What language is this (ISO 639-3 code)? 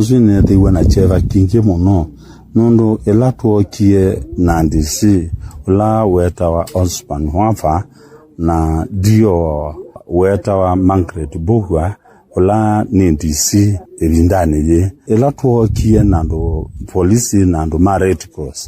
kam